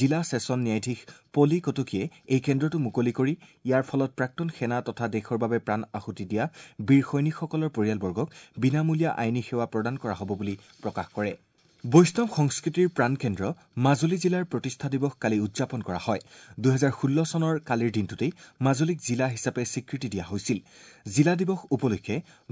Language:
Assamese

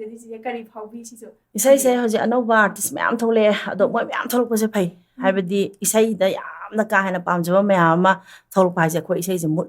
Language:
Manipuri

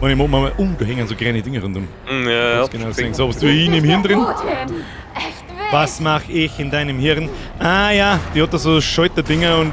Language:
Bavarian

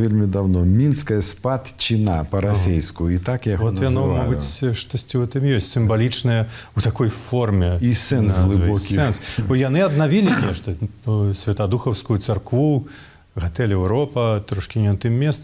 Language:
Belarusian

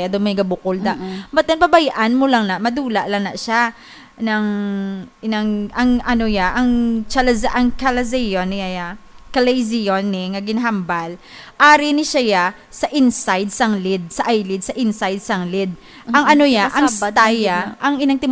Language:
Hiligaynon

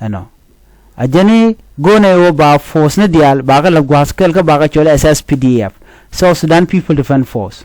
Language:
Nuer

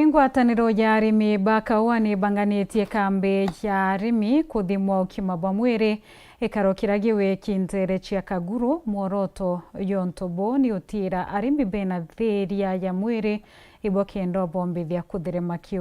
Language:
Meru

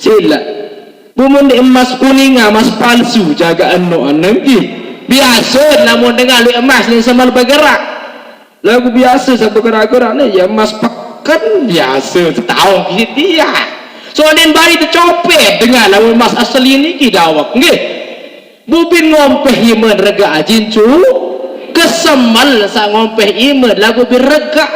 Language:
Sasak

